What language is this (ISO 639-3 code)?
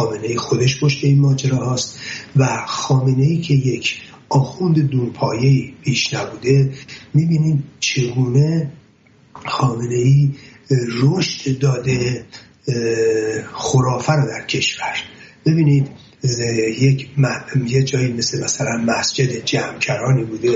fas